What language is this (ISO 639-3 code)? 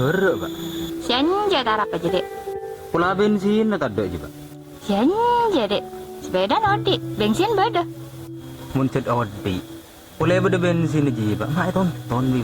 mad